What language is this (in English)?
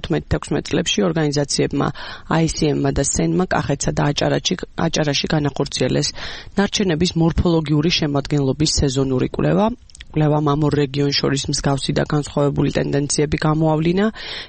Georgian